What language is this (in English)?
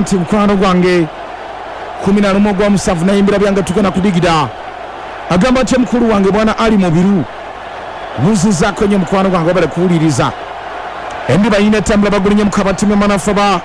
Ganda